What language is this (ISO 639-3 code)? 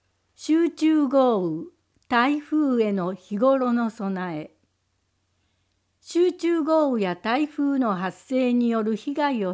jpn